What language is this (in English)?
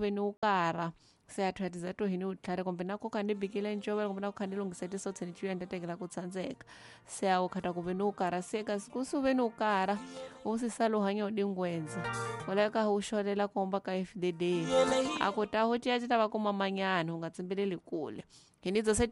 Tsonga